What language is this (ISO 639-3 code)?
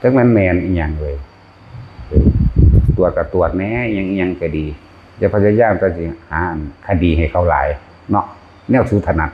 tts